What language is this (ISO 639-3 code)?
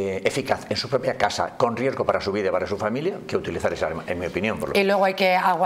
spa